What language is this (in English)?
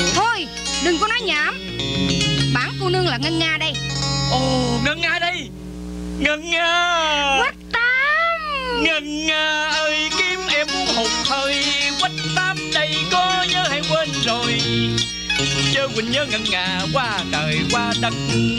Vietnamese